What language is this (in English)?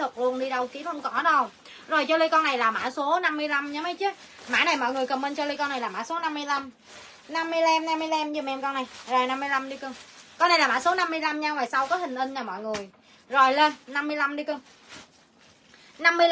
Vietnamese